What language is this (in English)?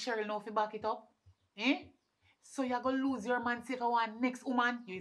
Jamaican Creole English